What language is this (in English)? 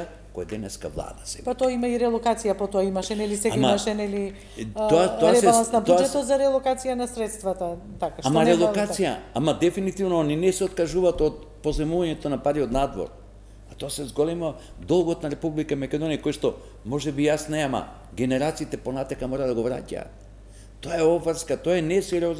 Macedonian